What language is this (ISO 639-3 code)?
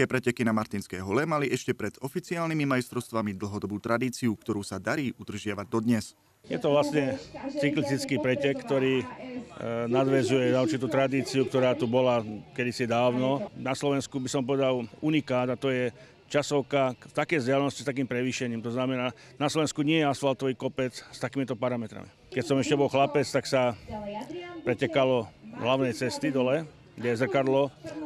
slk